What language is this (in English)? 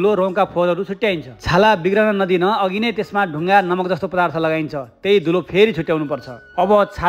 Nepali